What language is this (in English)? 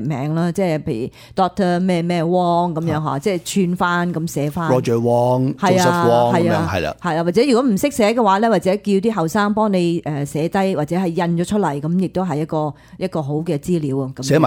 Cantonese